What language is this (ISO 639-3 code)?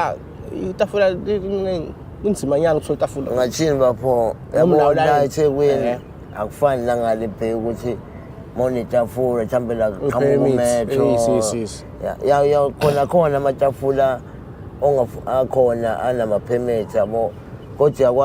zul